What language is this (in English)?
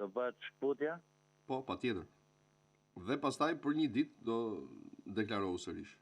Albanian